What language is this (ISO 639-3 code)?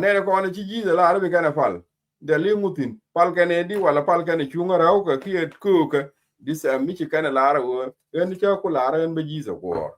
nus